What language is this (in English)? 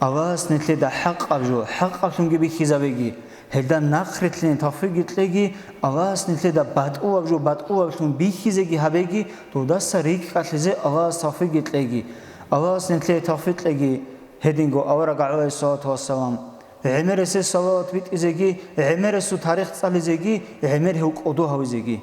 Avaric